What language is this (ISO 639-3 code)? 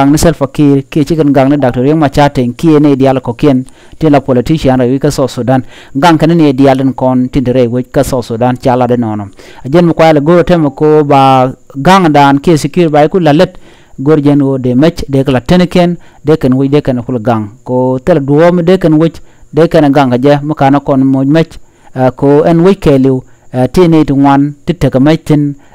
nus